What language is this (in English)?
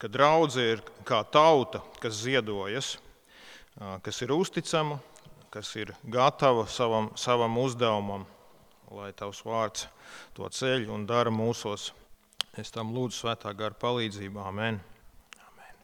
Latvian